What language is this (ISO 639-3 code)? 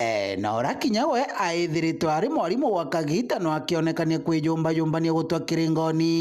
mer